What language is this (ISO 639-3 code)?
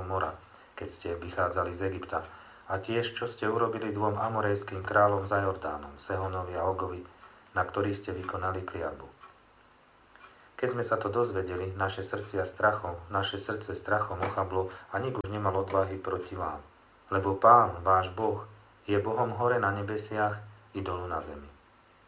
slk